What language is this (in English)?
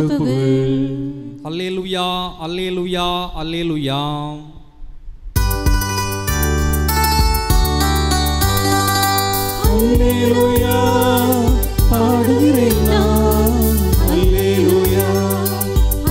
Tamil